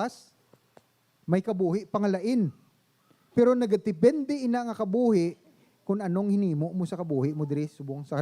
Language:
Hiligaynon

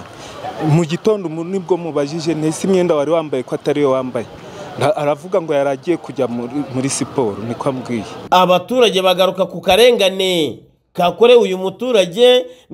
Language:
Kinyarwanda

